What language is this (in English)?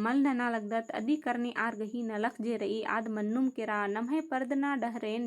Kurukh